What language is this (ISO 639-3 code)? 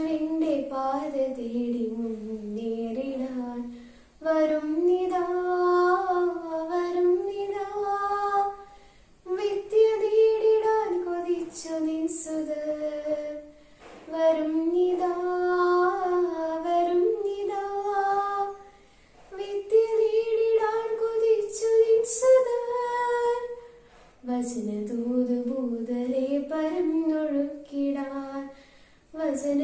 mal